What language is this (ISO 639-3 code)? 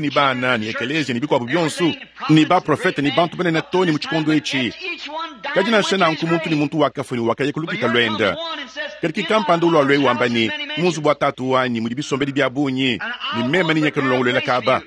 lua